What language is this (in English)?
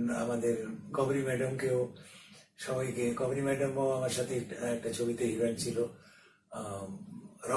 Bangla